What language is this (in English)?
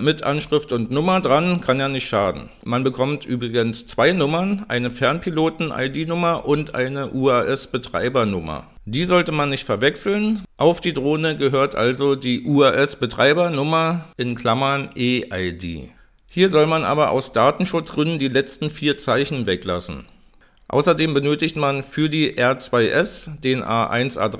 German